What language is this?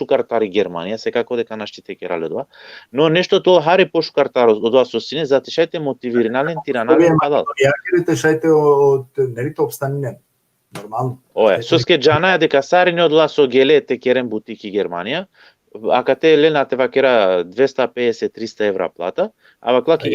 Balkan Romani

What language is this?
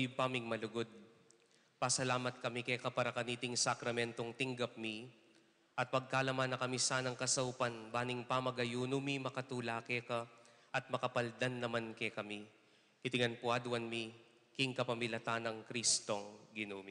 Pampanga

